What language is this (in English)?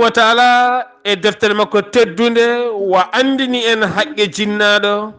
Fula